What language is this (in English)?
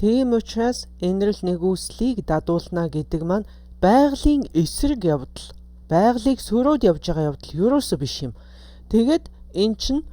Mongolian